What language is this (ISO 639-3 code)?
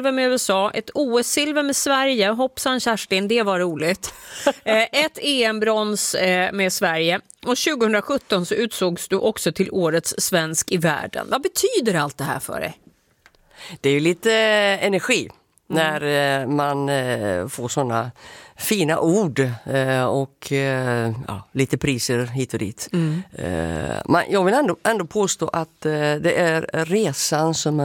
swe